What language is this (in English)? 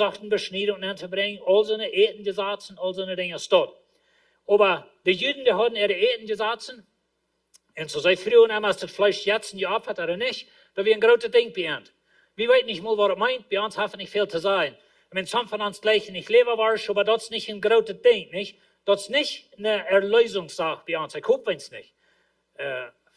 Plautdietsch